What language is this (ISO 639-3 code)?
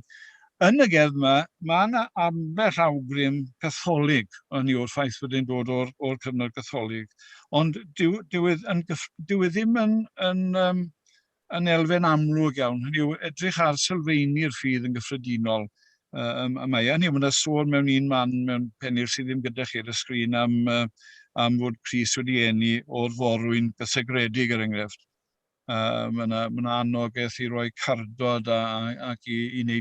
cym